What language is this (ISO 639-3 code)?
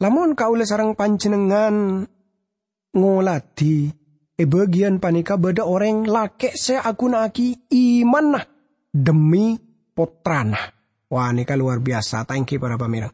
mad